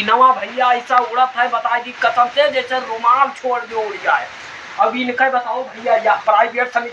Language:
Awadhi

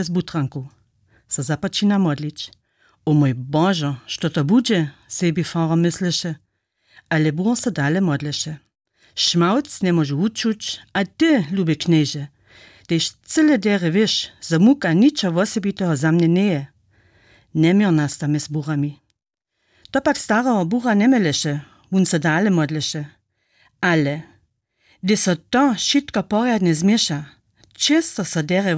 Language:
Upper Sorbian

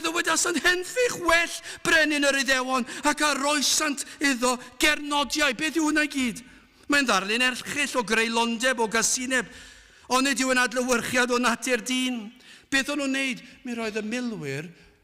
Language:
Welsh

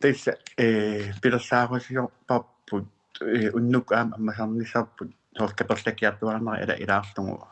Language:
Kalaallisut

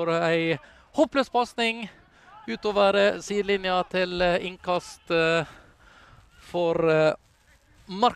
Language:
Norwegian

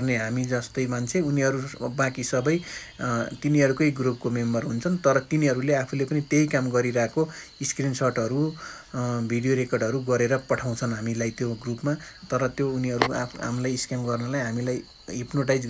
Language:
Nepali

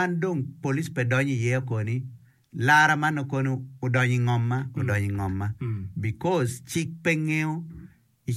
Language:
Acoli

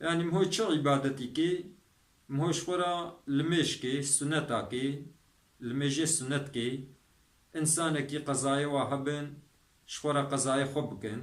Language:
Kurdish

